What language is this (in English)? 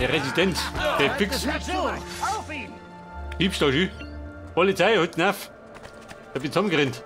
Bavarian